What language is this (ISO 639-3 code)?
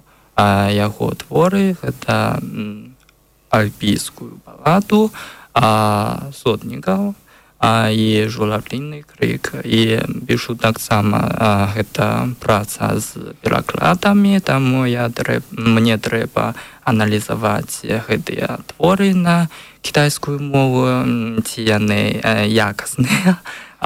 bel